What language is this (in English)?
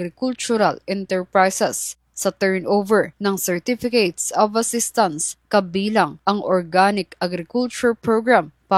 Filipino